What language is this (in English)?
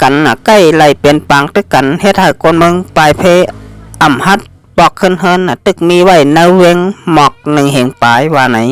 Shan